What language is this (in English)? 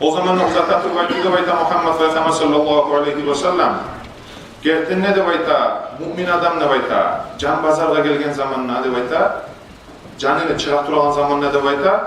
Kumyk